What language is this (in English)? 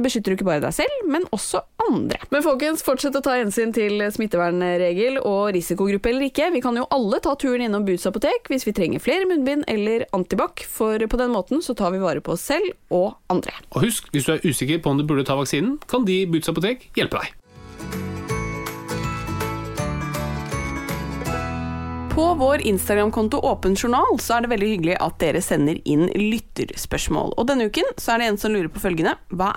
Norwegian